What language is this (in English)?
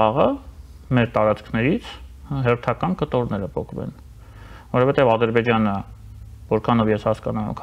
Armenian